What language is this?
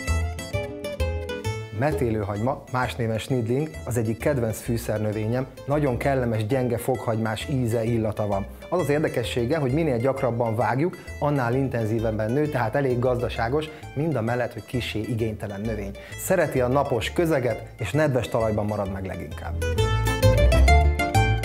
Hungarian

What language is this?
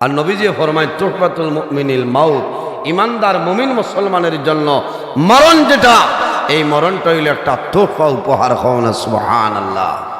Sylheti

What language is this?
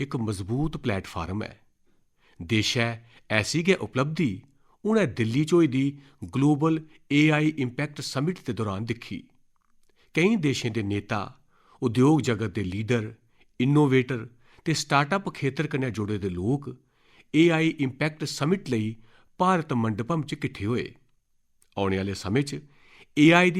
Dogri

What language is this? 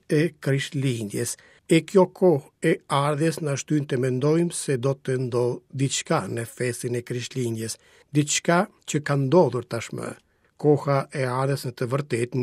Albanian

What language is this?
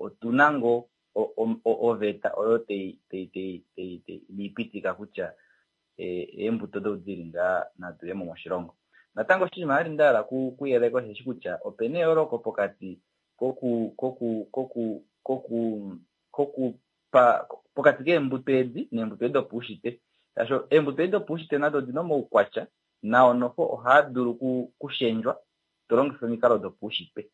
Kuanyama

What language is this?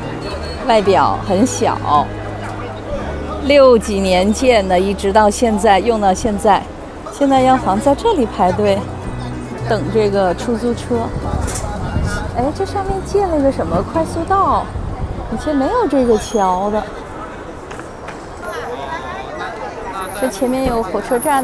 Chinese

